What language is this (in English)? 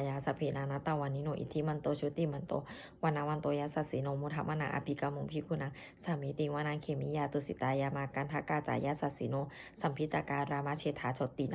Pali